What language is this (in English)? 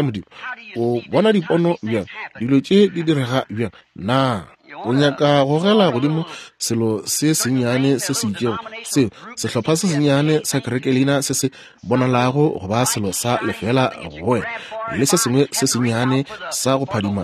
Northern Sotho